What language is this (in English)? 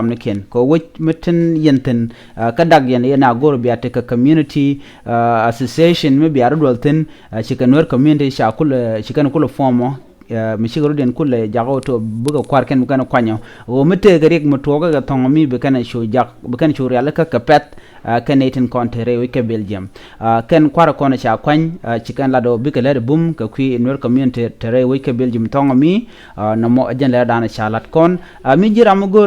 Nuer